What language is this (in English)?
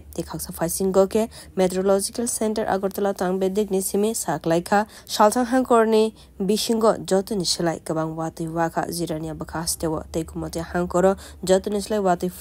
Kok Borok